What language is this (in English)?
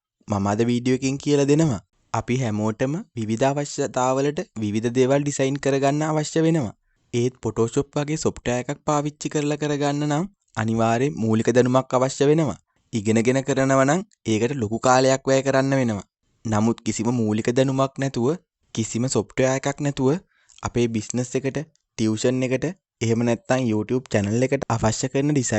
Sinhala